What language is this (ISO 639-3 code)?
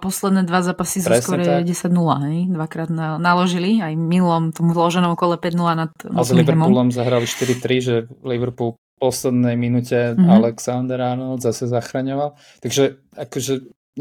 slk